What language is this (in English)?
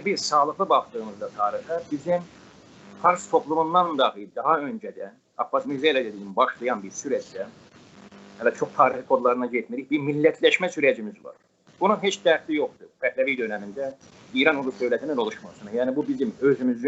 South Azerbaijani